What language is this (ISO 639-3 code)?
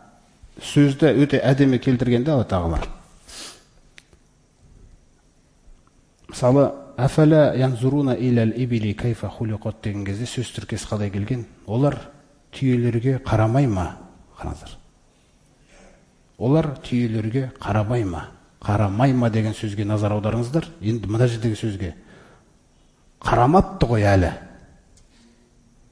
kaz